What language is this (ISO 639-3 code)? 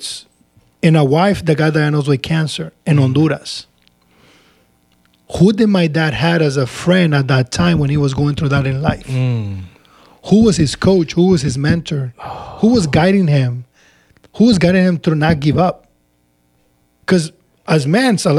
eng